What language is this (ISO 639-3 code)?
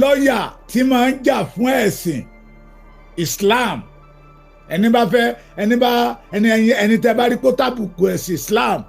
yor